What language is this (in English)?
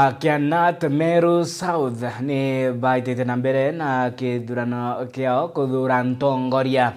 Meru